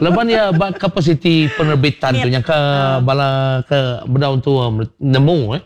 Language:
Iban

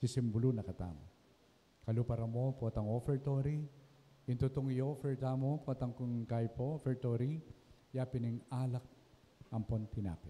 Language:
Pampanga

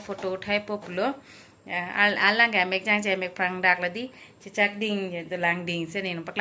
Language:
Karbi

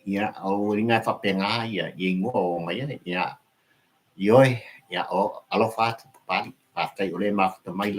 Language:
Samoan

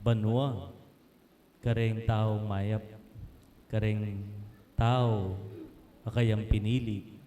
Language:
Pampanga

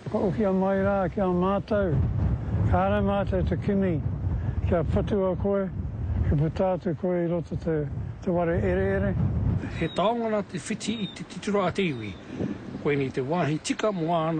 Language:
Māori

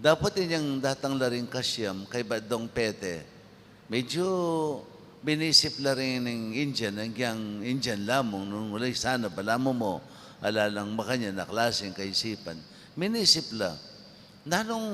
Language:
Pampanga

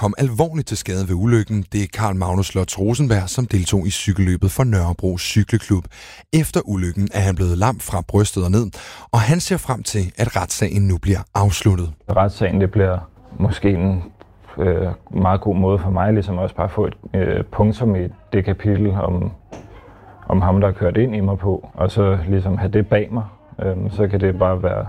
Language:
Danish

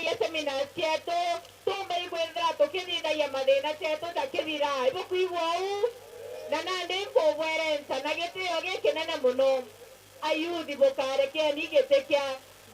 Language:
Meru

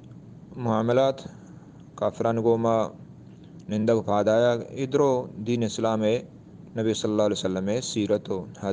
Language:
Eastern Balochi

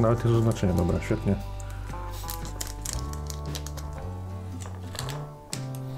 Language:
Polish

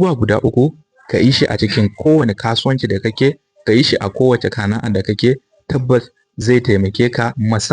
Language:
Hausa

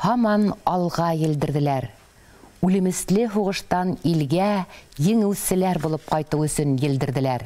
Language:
Bashkir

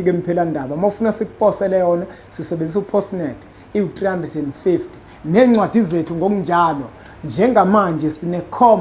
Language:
Zulu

